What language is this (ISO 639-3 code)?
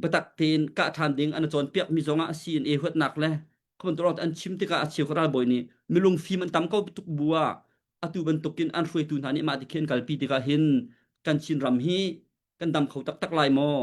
cnh